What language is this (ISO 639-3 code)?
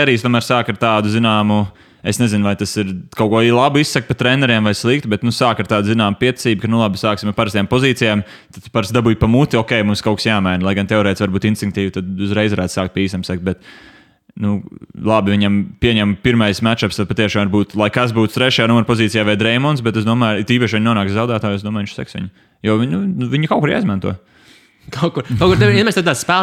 lav